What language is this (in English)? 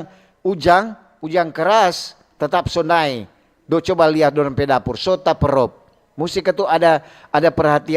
Manado Malay